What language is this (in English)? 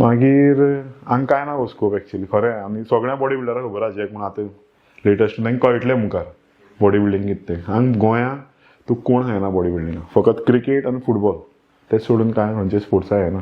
Konkani